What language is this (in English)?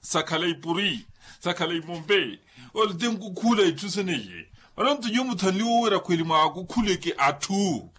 Makhuwa